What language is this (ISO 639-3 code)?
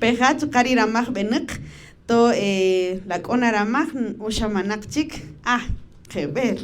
cak